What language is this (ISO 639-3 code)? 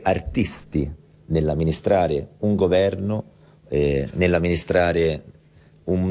ita